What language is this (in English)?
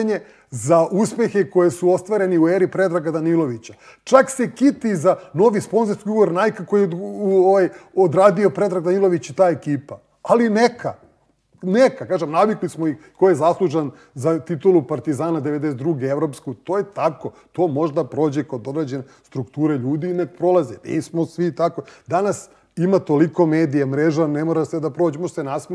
Serbian